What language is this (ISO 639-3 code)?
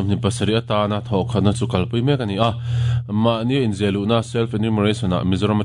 lus